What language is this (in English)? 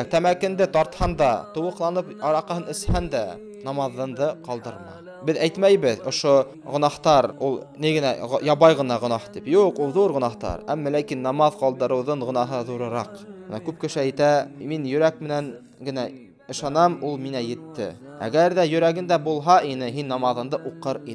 Bashkir